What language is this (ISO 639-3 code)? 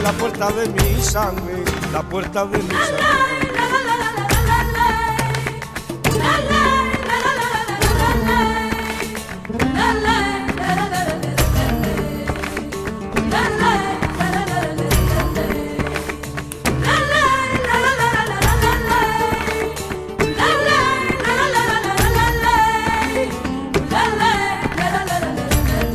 spa